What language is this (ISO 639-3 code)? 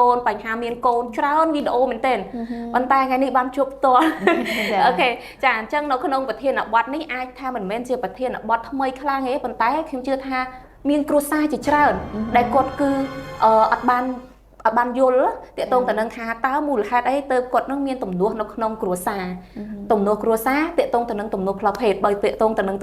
khm